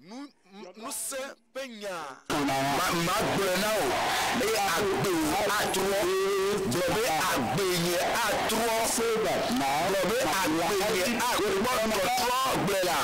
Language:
Ewe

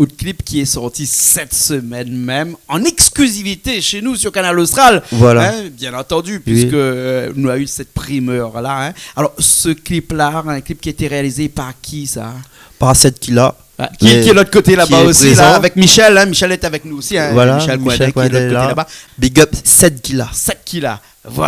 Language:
Réunion Creole French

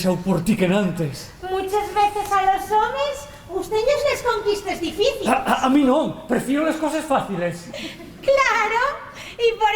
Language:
Asturian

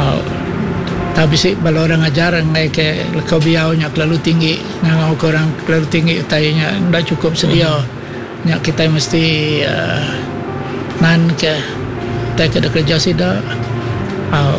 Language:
Iban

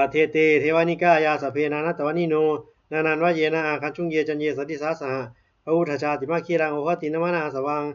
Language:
Pali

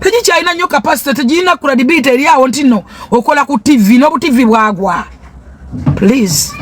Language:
Ganda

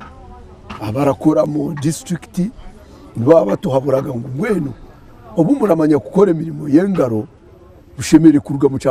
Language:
Nyankole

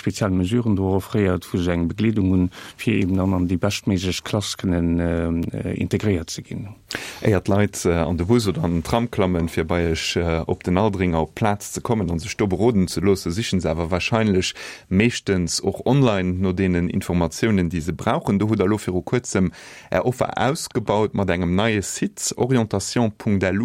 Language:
Luxembourgish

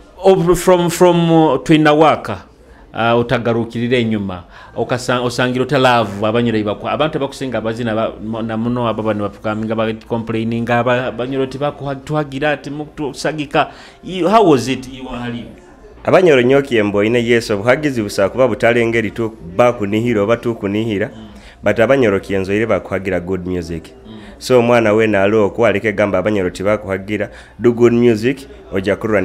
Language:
Nyoro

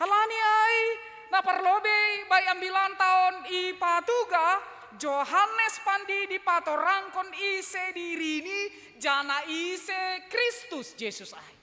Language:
Batak Simalungun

